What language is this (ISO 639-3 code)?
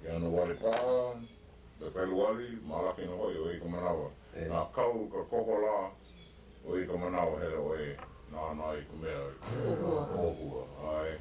haw